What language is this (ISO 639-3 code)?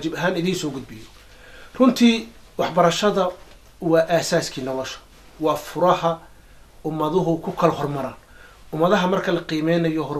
som